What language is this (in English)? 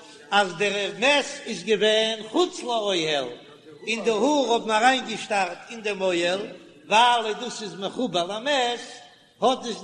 Yiddish